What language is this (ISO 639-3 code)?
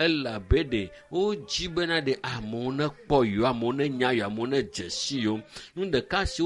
ewe